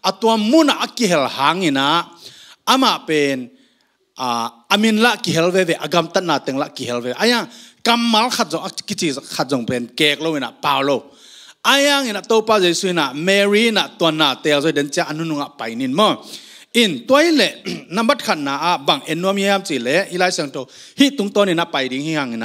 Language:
Tedim Chin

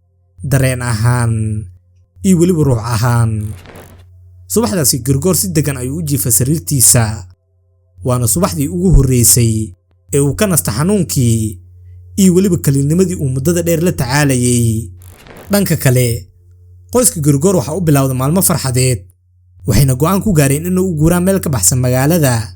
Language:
Somali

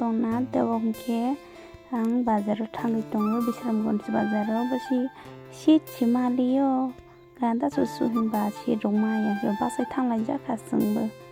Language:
Kok Borok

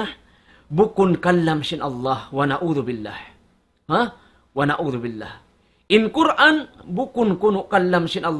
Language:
Tausug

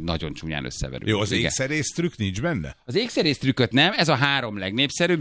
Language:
Hungarian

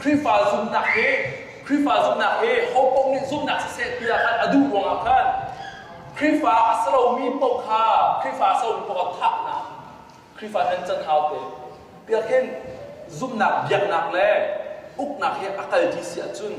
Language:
Hakha Chin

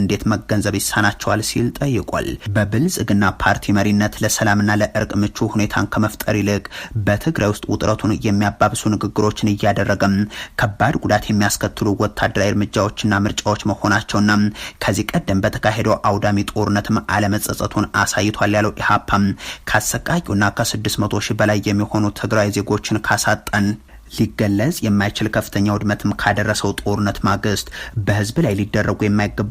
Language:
Amharic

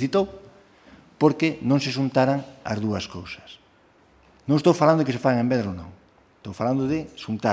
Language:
Galician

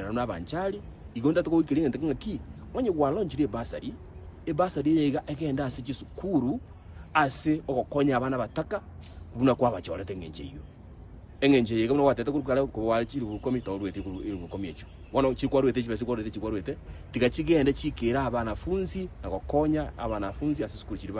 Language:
Gusii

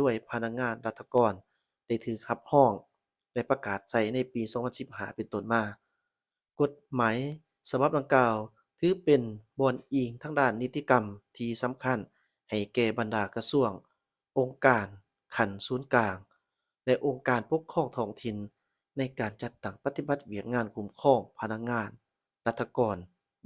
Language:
Lao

